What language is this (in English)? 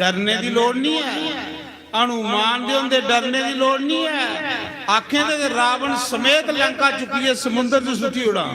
Dogri